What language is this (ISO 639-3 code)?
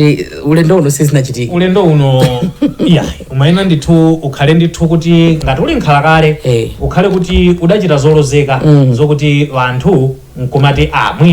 nya